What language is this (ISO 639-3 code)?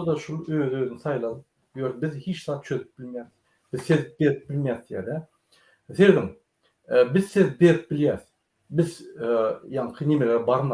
tuk